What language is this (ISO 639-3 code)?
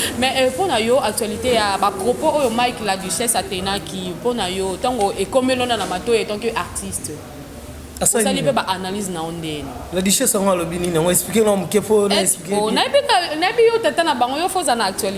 lin